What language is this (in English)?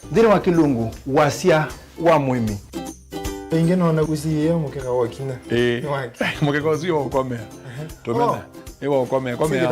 Kamba